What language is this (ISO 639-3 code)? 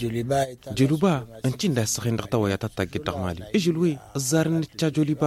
hau